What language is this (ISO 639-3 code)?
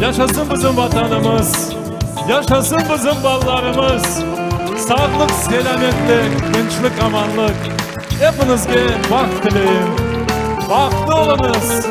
crh